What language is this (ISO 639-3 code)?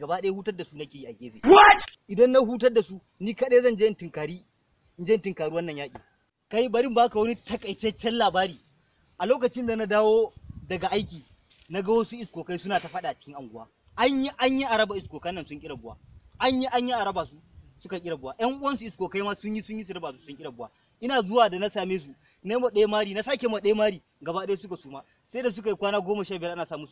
hau